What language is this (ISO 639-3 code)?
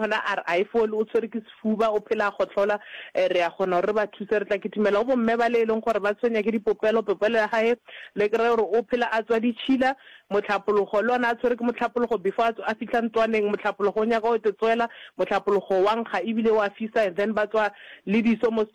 nso